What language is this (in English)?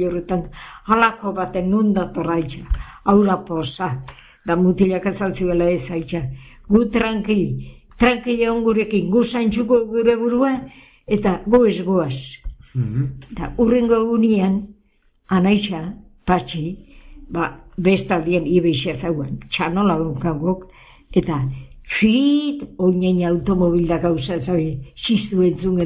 Basque